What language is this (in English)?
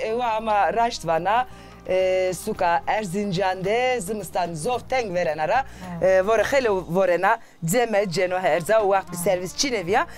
Zaza